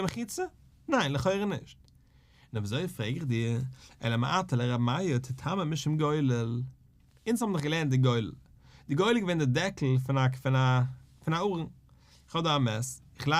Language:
Yiddish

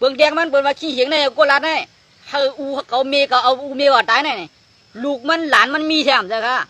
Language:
Shan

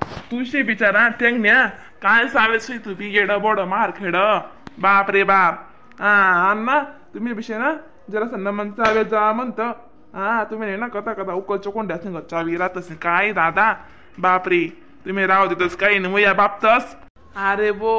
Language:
Khandesi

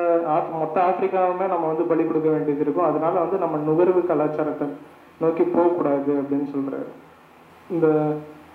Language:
Tamil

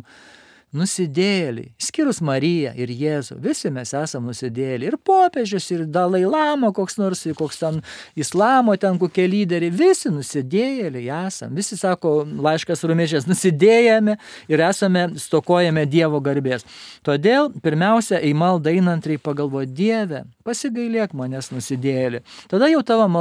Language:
Lithuanian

